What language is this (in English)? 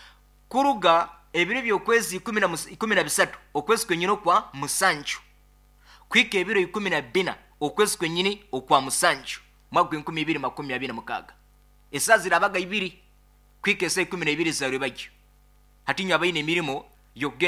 Nyoro